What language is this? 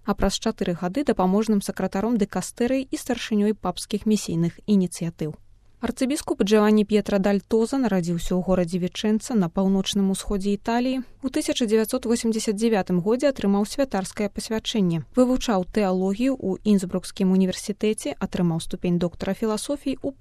Belarusian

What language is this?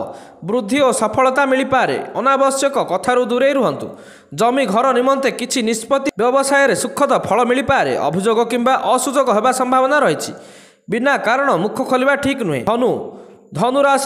Odia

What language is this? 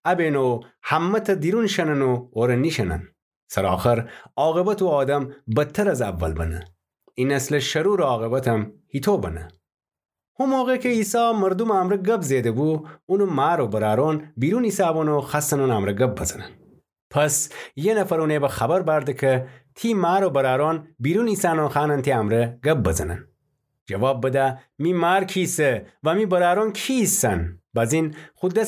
Gilaki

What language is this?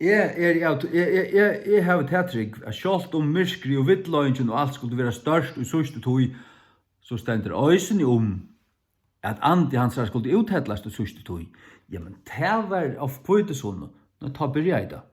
Faroese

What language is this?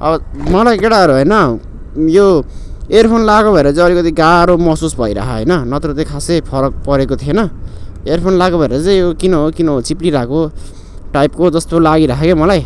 Nepali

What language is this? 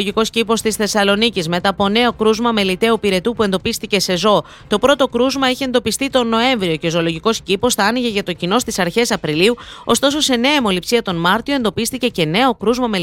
Greek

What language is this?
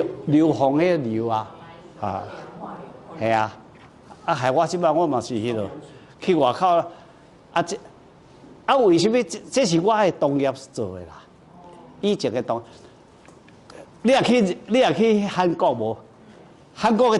Min Nan Chinese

